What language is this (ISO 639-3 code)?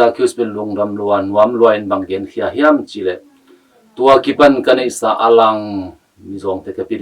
ctd